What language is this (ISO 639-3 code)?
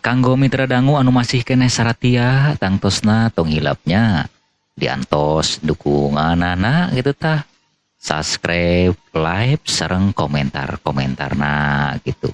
sun